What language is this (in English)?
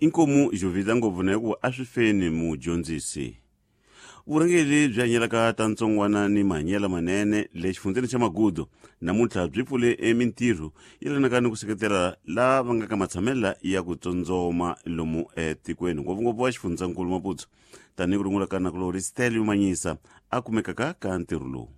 Tsonga